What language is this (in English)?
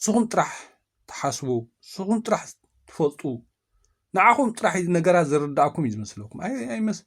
Tigrinya